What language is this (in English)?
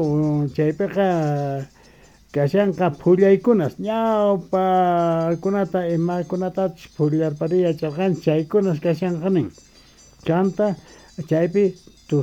South Bolivian Quechua